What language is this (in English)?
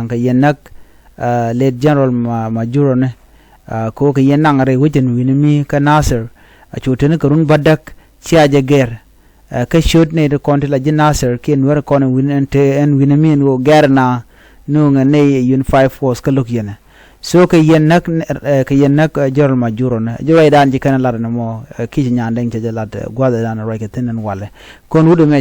Nuer